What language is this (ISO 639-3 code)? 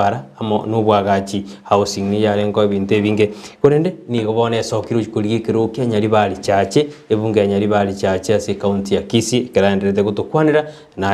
guz